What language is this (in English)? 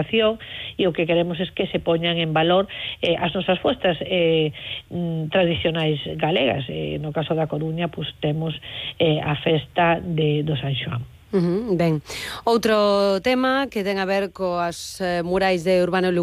Galician